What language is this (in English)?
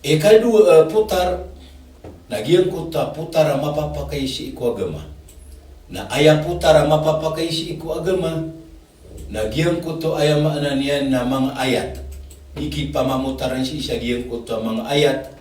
Maranao